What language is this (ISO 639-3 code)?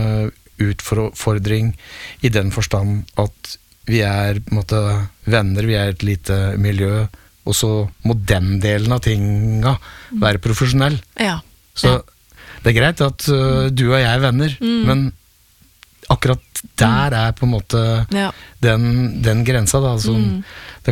nor